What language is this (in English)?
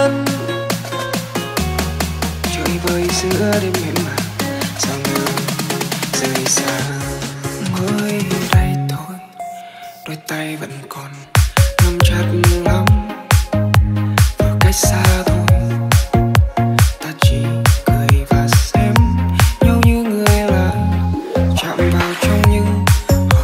Vietnamese